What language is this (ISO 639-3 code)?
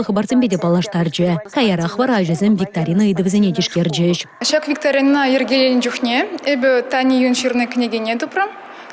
chv